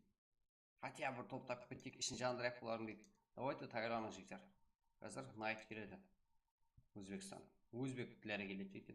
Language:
Kara-Kalpak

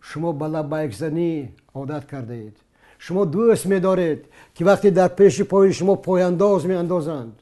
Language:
Tajik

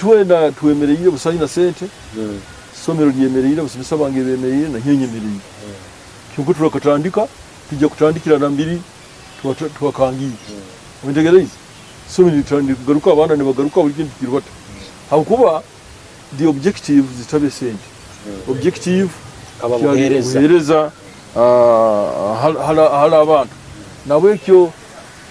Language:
Nyoro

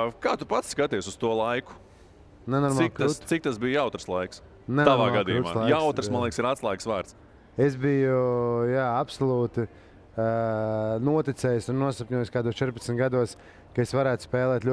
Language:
Latvian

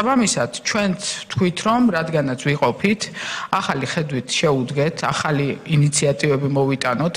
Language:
Georgian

